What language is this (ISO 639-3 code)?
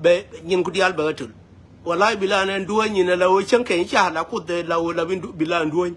nus